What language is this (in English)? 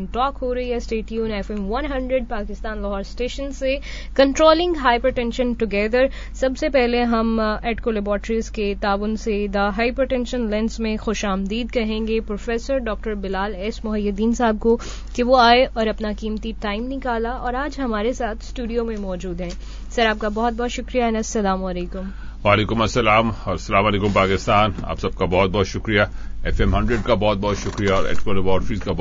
Urdu